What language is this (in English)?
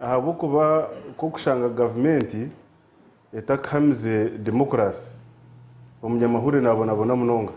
Nyankole